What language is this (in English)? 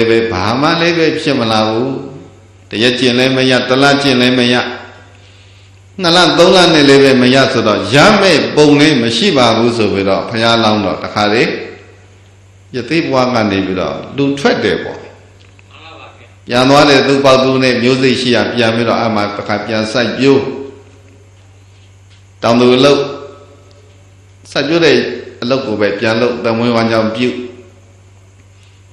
Burmese